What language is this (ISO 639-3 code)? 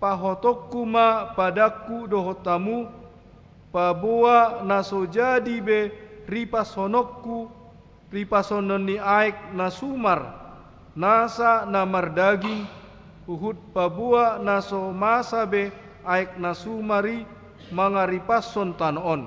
bbc